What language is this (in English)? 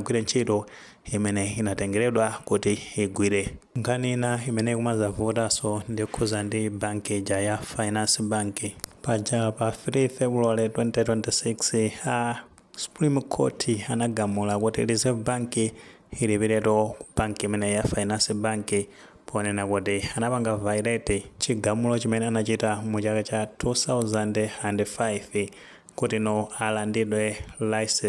Nyanja